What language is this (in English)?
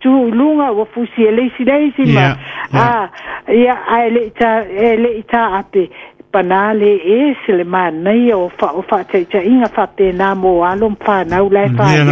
Samoan